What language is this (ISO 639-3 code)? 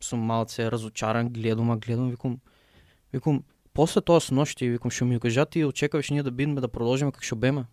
mkd